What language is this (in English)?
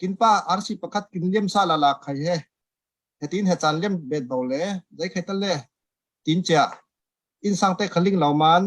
Falam Chin